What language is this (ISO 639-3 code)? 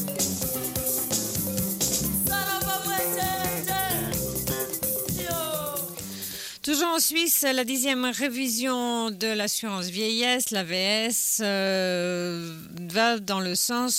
fra